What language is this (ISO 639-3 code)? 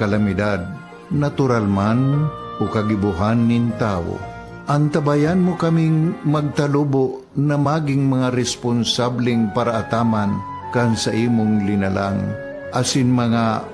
bik